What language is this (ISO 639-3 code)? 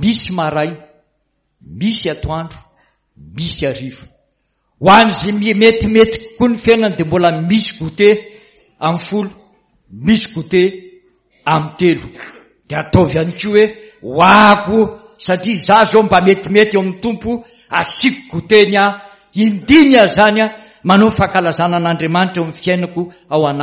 mlg